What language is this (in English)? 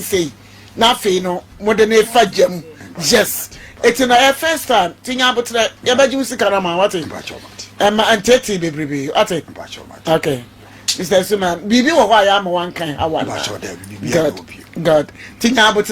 Akan